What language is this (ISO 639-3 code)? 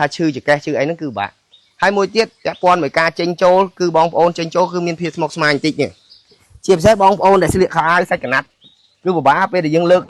khm